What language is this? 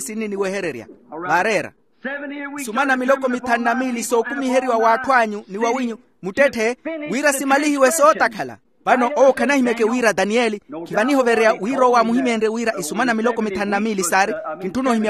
Makhuwa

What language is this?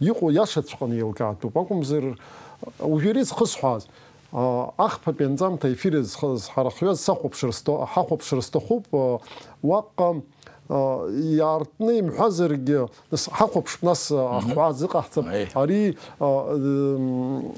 Abkhazian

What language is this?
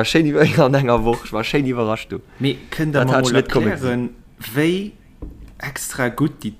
Luxembourgish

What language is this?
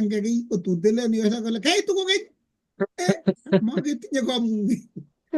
Kalenjin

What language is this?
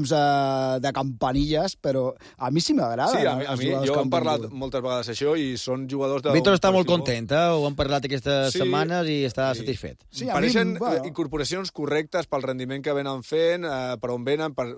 Catalan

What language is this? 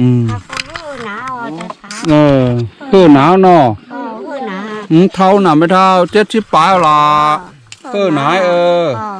Shan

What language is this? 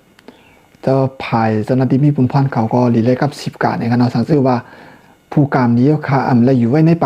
Shan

